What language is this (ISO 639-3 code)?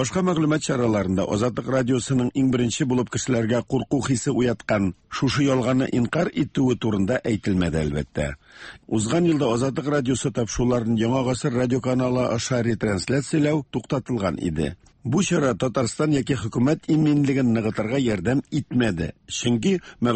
tat